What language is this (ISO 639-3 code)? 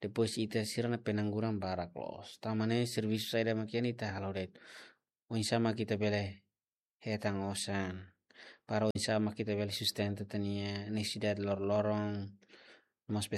tet